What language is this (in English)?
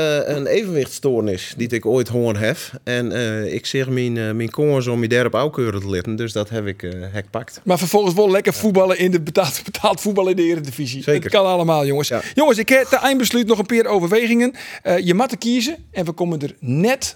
Western Frisian